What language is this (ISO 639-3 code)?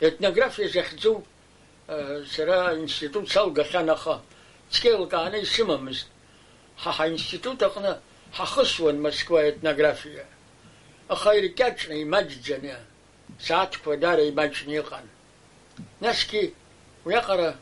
abk